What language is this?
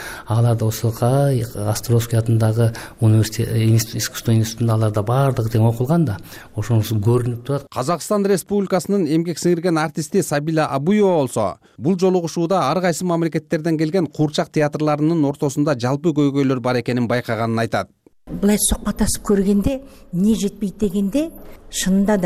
Kyrgyz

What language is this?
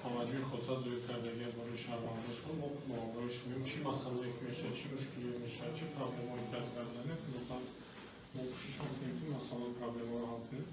Tajik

